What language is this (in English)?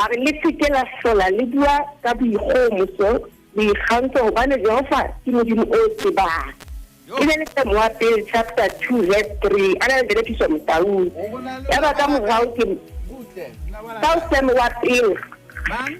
Southern Sotho